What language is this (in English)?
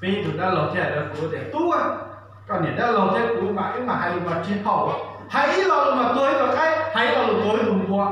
Hmong